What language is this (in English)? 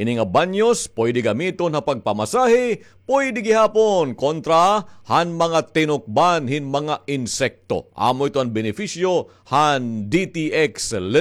Waray